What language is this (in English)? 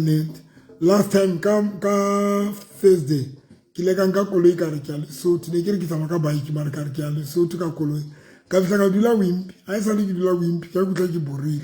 Southern Sotho